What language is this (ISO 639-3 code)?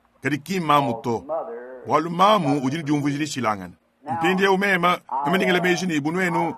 lua